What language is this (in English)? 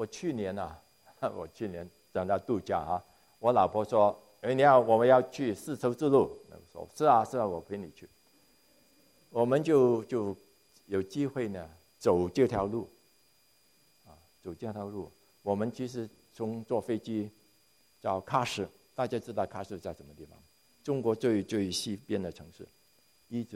Chinese